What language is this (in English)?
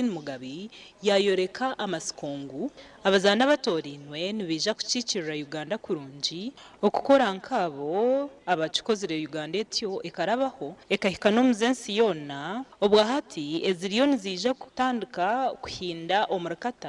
Nyankole